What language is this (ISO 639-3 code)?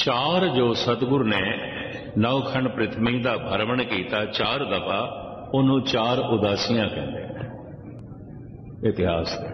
pan